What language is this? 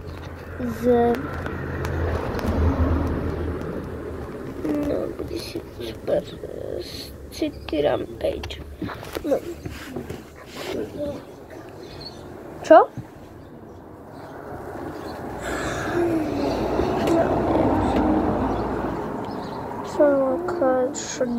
Slovak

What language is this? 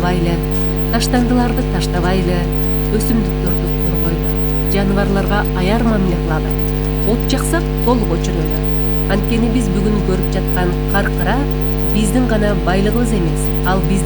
Kyrgyz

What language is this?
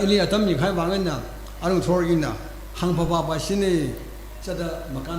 Tangkhul Naga (India)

